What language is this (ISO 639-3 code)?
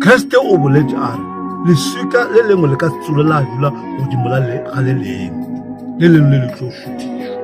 nso